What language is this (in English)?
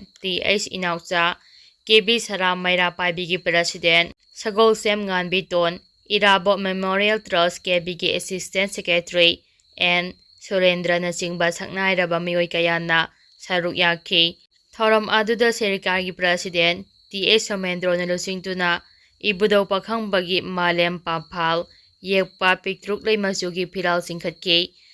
Manipuri